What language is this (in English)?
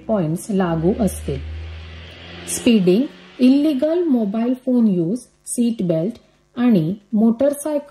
Marathi